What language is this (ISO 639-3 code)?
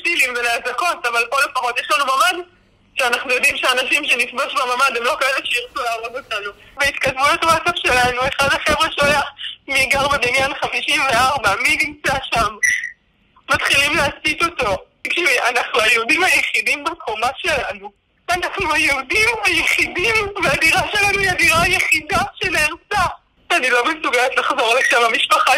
heb